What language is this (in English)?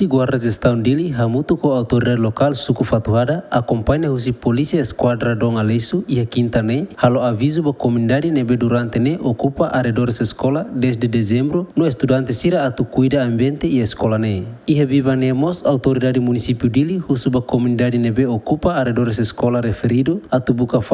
Tetum